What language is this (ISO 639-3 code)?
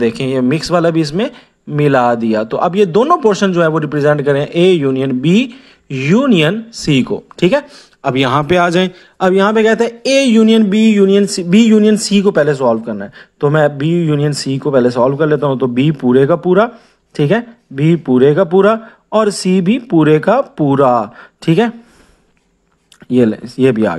hin